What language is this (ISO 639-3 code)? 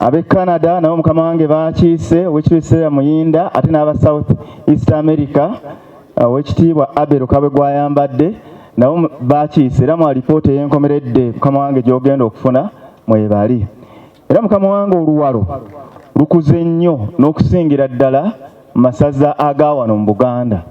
lug